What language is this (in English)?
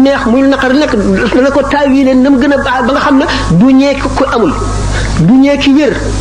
Wolof